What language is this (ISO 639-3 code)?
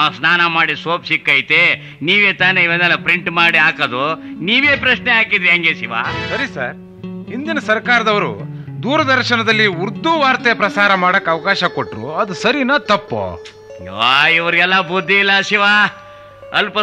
kan